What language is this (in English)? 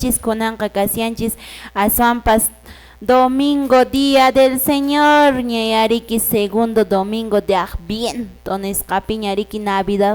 Quechua